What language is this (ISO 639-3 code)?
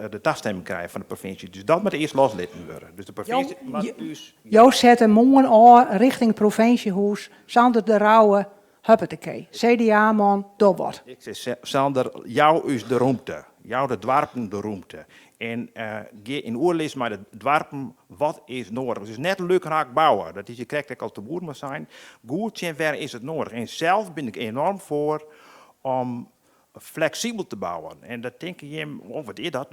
fry